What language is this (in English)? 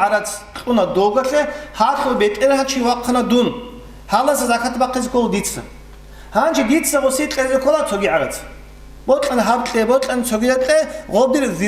Avaric